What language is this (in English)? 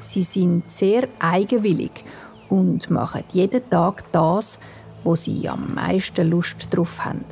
Swiss German